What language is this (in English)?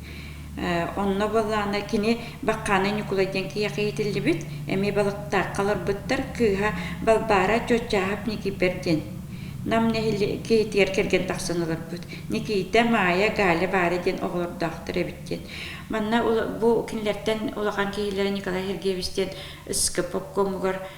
Yakut